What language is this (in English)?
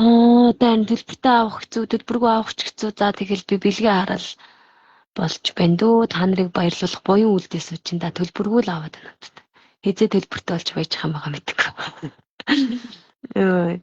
Mongolian